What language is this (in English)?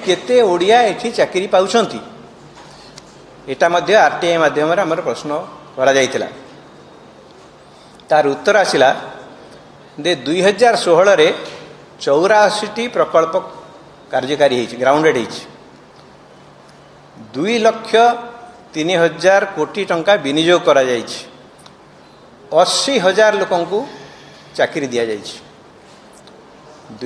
Odia